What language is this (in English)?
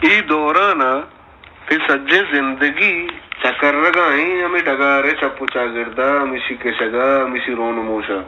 Baluchi